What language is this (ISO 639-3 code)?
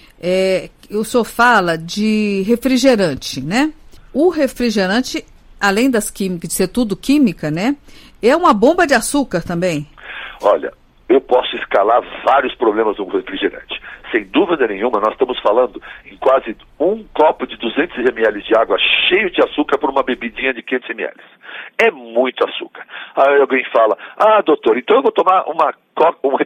por